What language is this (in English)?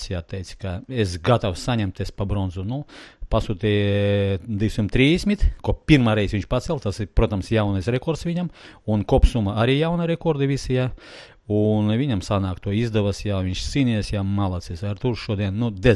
Latvian